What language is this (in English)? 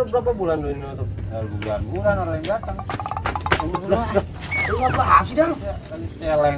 Betawi